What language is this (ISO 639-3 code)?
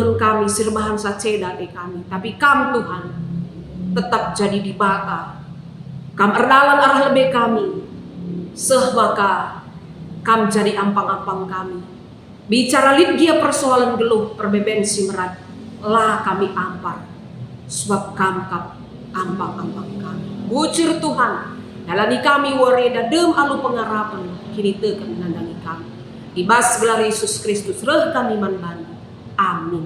btx